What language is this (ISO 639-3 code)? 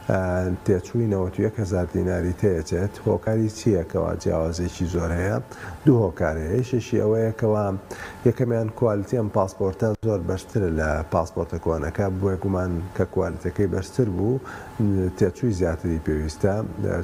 ckb